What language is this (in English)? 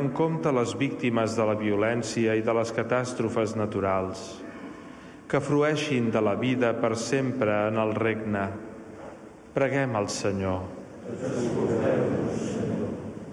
Catalan